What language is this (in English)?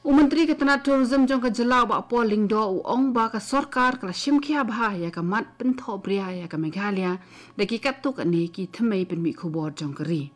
Khasi